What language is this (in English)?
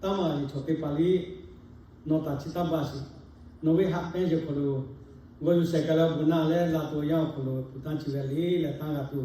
Lahu